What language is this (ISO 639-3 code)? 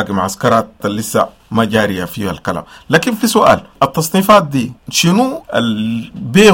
apd